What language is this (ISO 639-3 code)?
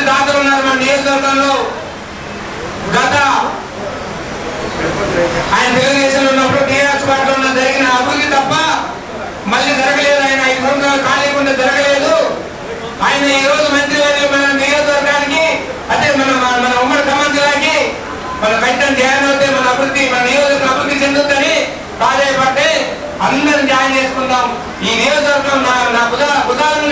tel